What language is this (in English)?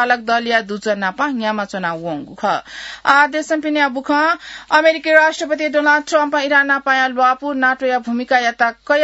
Newari